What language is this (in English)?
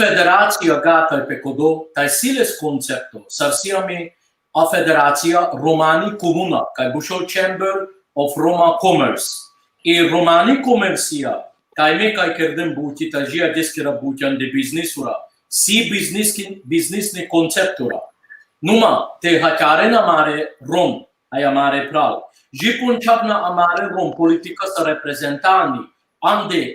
Balkan Romani